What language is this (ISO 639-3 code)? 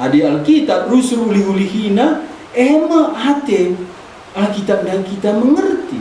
btx